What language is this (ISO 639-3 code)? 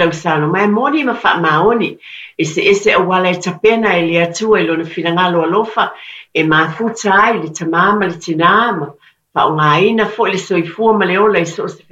smo